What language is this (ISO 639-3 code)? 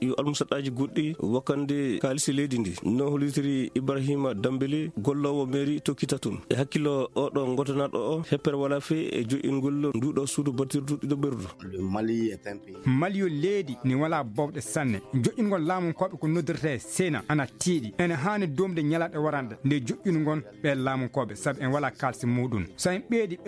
ffm